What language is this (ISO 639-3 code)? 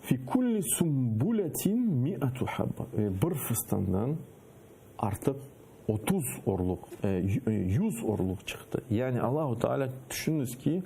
crh